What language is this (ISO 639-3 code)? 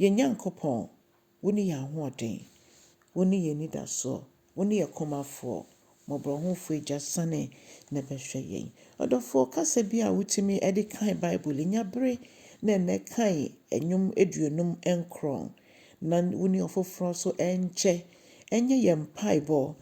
aka